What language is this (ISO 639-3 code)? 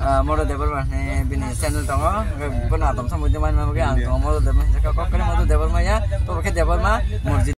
trp